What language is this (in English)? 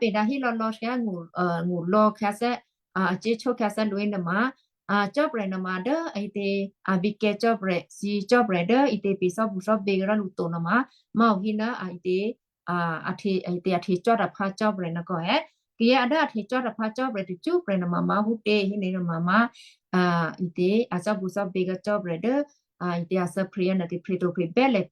Western Kayah